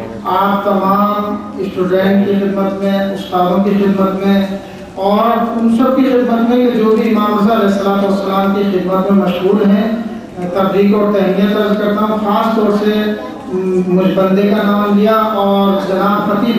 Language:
Urdu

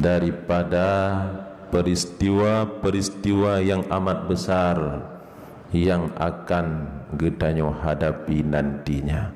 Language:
Achinese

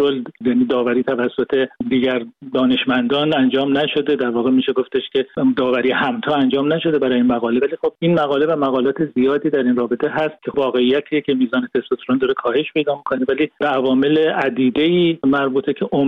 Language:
Persian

